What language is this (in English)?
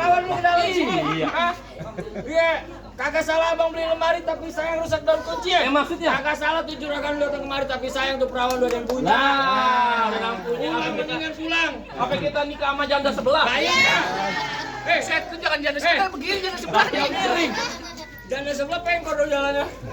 Betawi